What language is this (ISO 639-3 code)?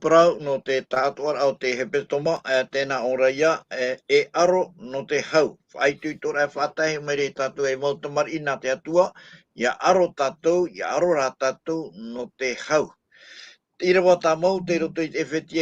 tah